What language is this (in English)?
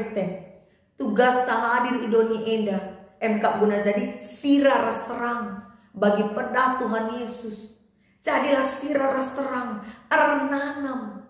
Batak Karo